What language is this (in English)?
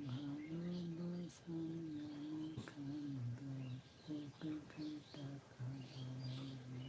Santali